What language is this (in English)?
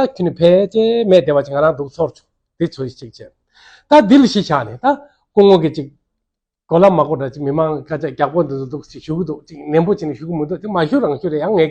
Tibetan